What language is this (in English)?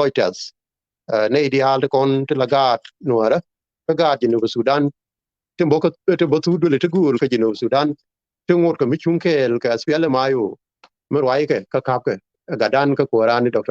Nuer